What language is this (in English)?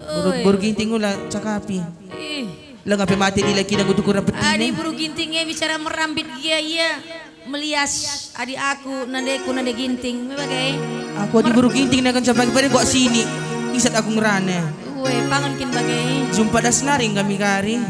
Batak Karo